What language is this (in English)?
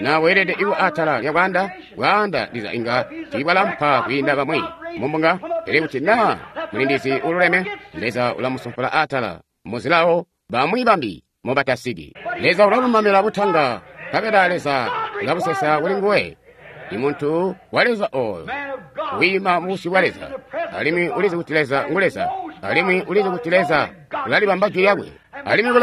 Tonga (Zambia)